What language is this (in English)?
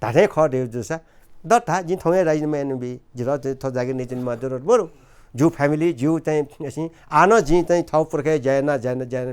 Newari